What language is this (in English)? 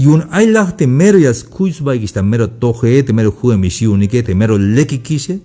Tzeltal